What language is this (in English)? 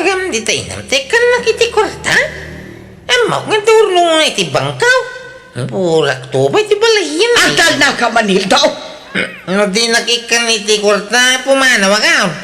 Iloko